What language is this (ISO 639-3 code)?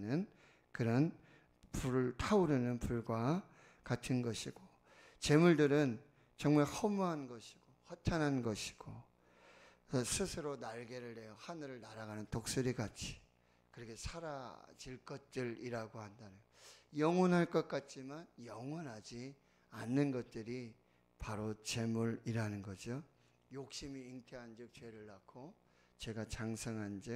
kor